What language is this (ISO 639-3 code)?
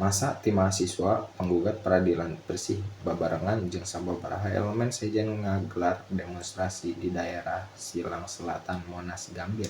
sun